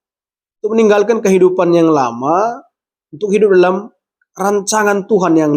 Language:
Batak Karo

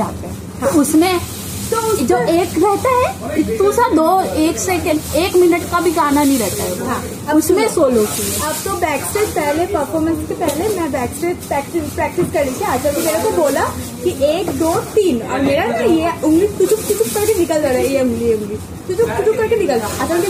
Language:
Hindi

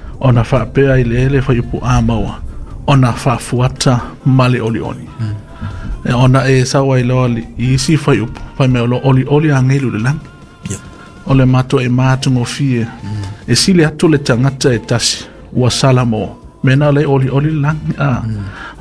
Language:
Samoan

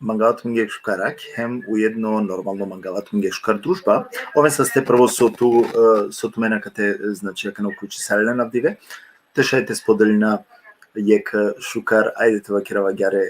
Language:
Balkan Romani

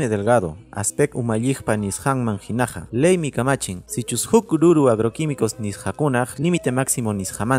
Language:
Quechua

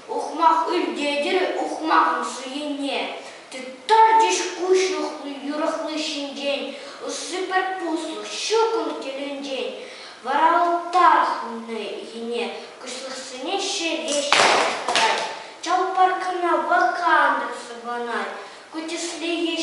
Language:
Chuvash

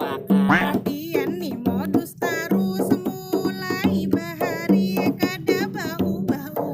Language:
Banjar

